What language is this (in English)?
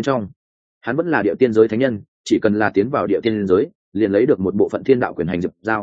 Vietnamese